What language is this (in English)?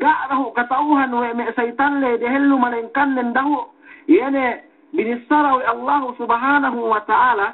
Yakan